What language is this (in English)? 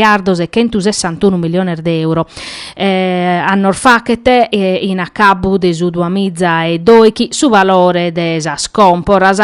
Sardinian